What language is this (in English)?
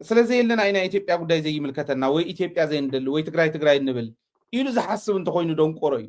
Tigrinya